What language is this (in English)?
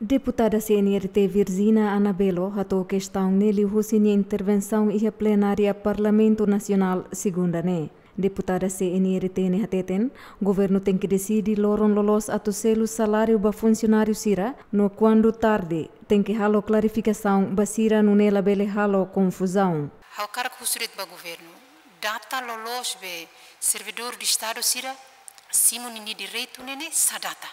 Tetum